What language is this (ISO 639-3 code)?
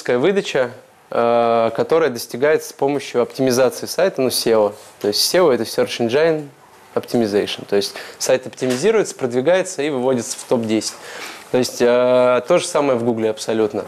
rus